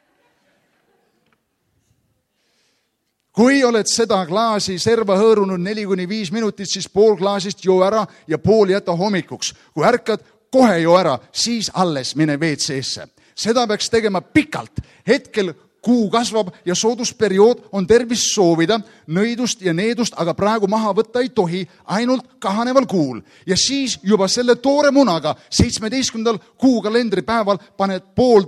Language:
Estonian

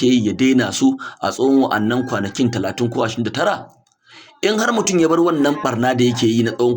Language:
Hausa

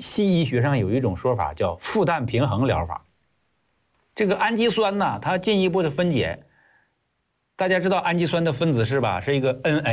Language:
Chinese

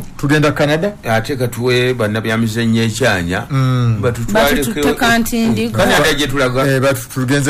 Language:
Ganda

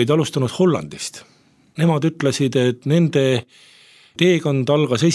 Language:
Estonian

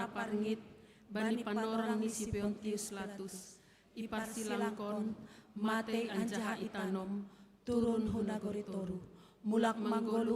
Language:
Batak Simalungun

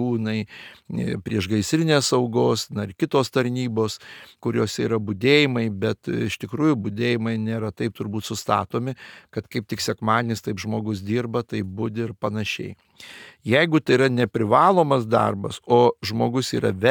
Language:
Lithuanian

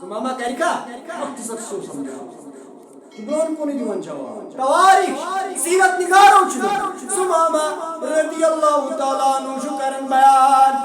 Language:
Kashmiri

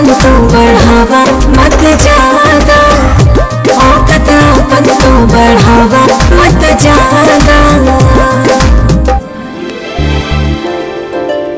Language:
Bhojpuri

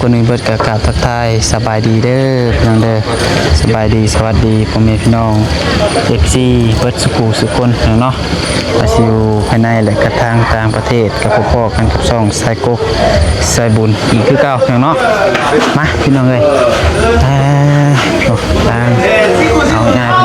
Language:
Northeastern Thai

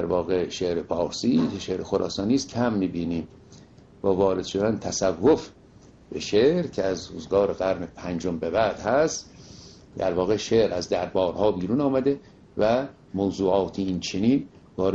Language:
Persian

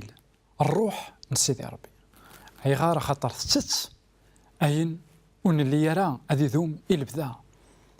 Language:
Kabyle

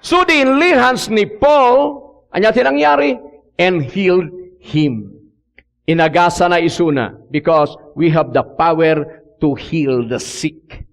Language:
Iloko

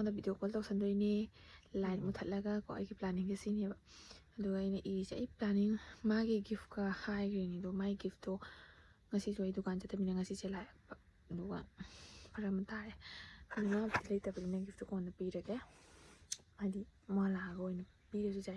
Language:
Manipuri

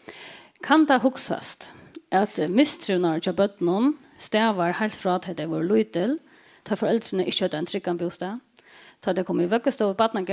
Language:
Faroese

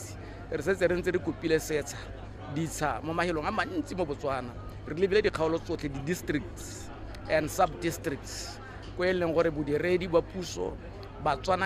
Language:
Tswana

